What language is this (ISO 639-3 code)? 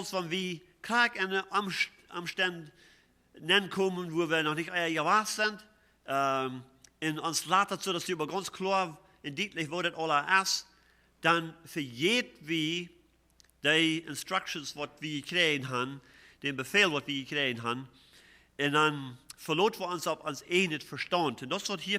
pdt